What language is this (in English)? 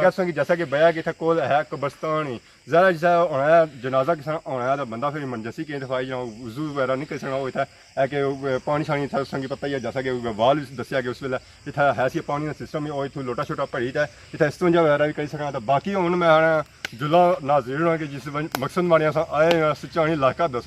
Pahari-Potwari